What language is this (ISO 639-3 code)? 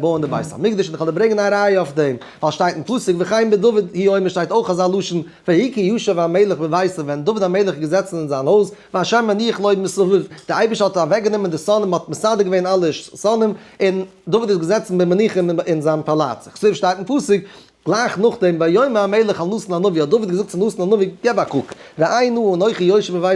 yid